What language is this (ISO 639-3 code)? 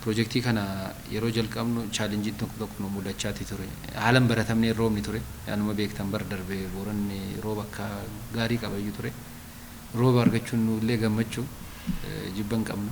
orm